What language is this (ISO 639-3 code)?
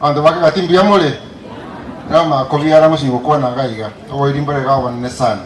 guz